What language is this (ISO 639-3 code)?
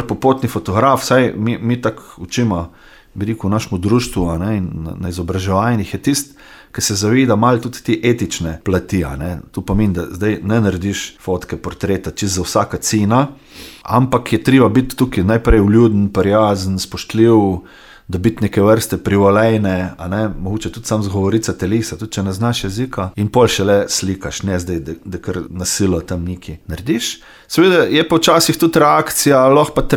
slv